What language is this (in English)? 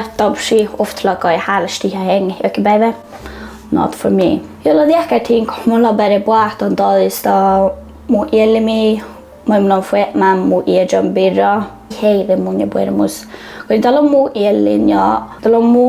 Northern Sami